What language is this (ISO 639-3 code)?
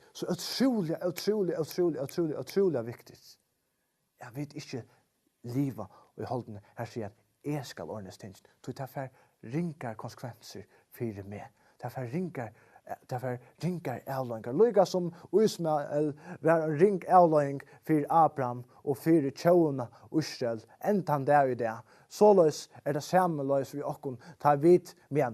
fao